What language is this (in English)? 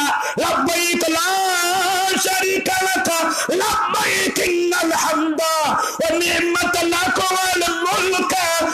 Bangla